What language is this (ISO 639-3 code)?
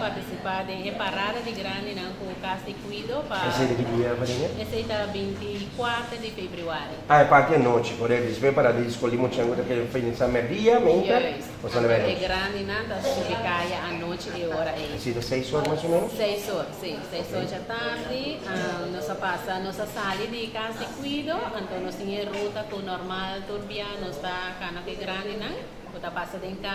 pap